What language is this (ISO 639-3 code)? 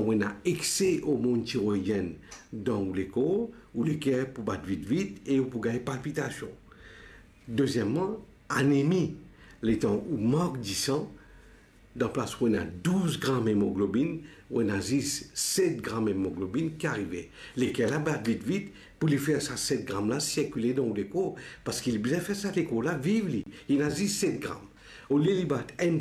mfe